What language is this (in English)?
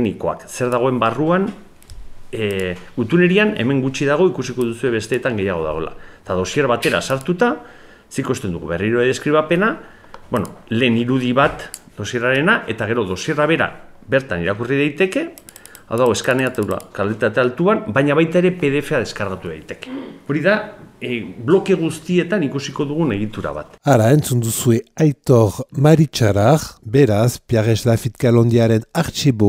Basque